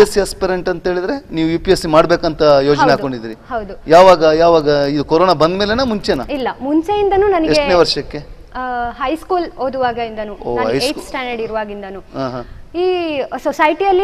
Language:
Kannada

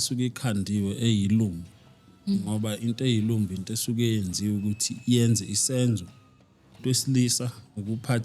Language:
Zulu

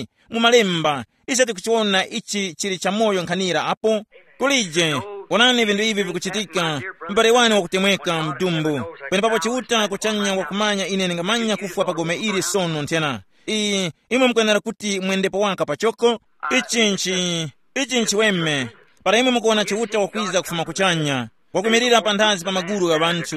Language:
Tumbuka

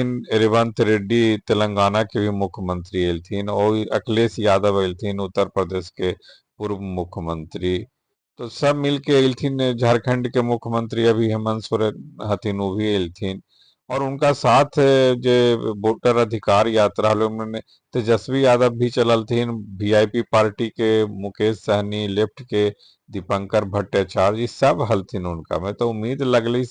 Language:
Magahi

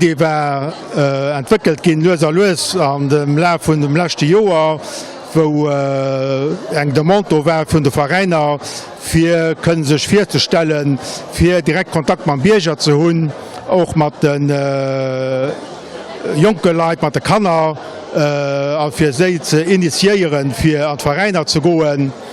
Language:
Luxembourgish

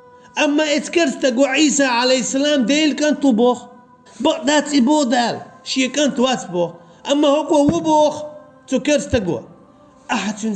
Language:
Chechen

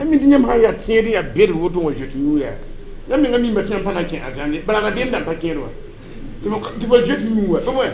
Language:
Mossi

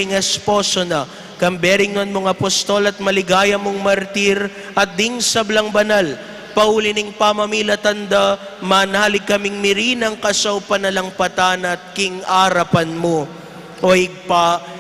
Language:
Pampanga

